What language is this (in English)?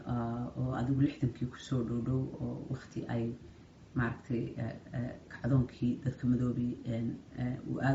Somali